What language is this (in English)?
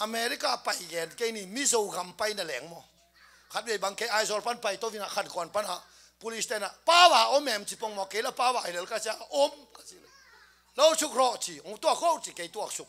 Tedim Chin